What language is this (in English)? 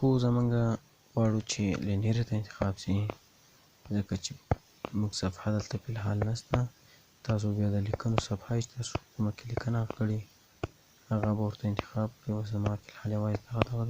Pashto